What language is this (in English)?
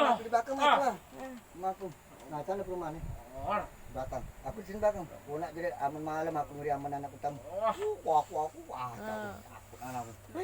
Musi